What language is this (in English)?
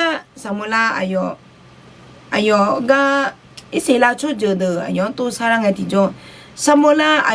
Akha